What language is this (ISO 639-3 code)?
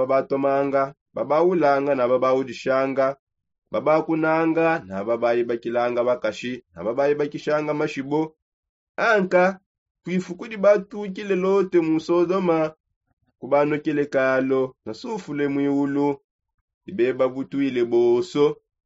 sop